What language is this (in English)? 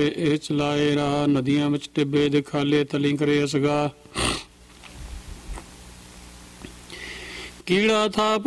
Punjabi